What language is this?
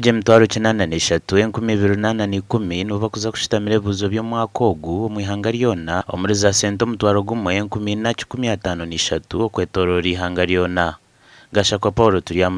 Nyankole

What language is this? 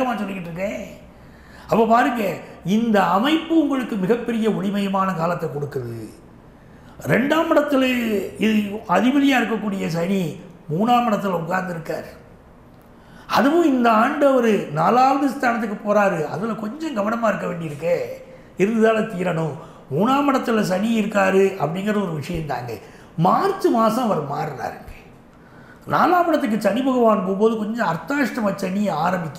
Tamil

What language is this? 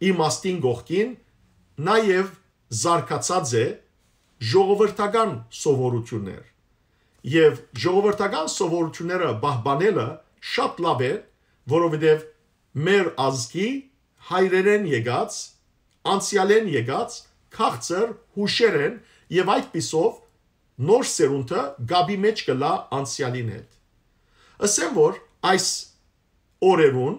Western Armenian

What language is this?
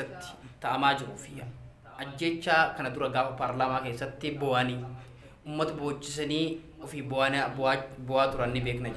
Oromo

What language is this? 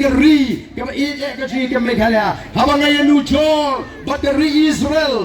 Khasi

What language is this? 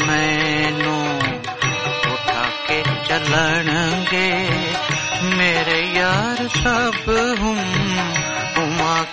Punjabi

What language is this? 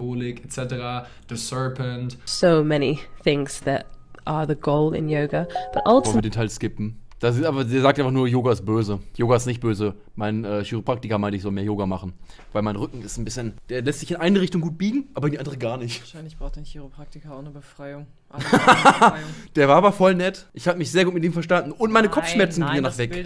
German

